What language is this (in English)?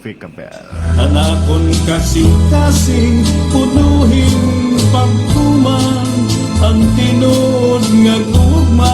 Waray